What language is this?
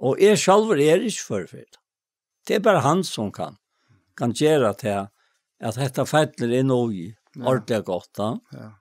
Faroese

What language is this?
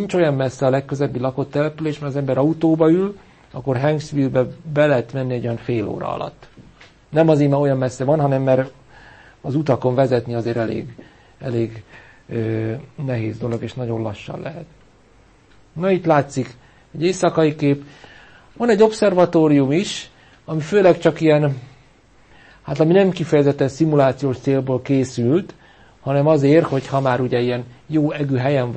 Hungarian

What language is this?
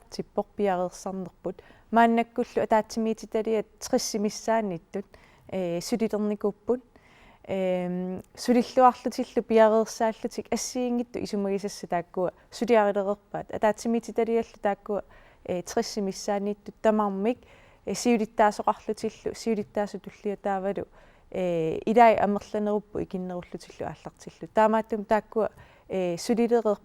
Kalaallisut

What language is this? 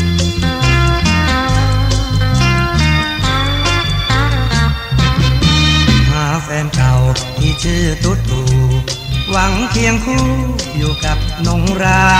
Thai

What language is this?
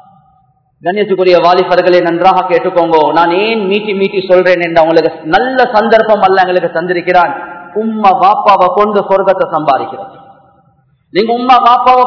Tamil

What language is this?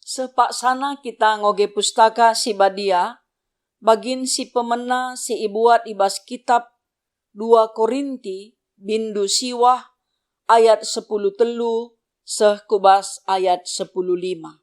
Batak Karo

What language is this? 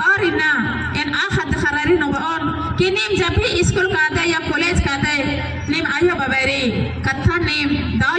Kurukh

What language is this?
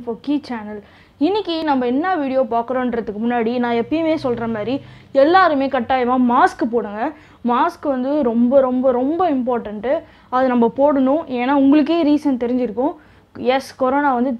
Tamil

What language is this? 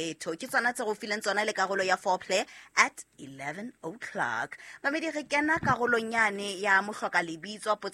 Southern Sotho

